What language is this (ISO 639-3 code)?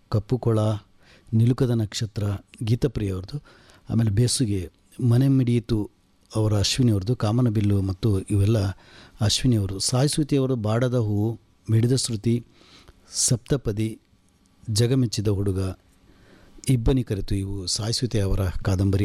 kan